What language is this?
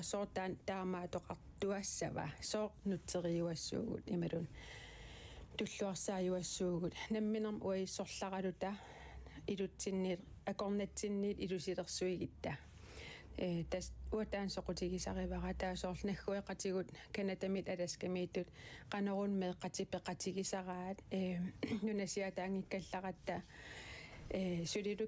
Kalaallisut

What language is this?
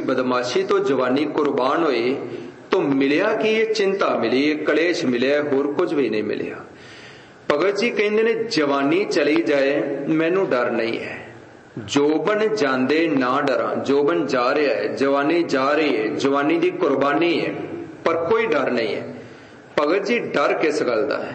Punjabi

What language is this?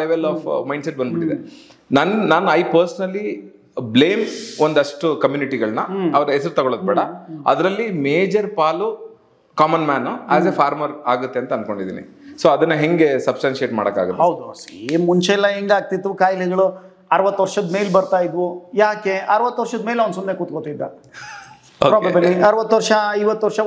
Kannada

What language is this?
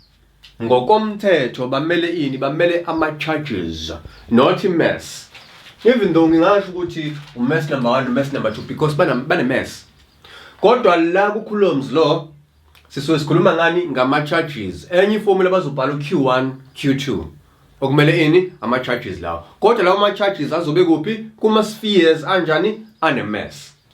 Zulu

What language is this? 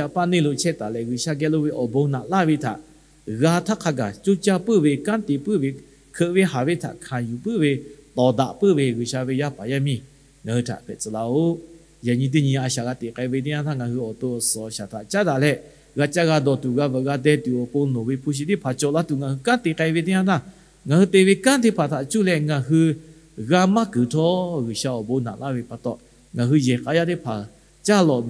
Lahu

